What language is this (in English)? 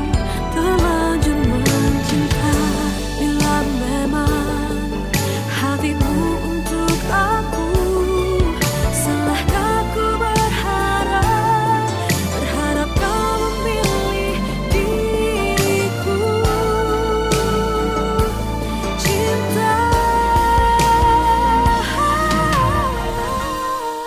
Indonesian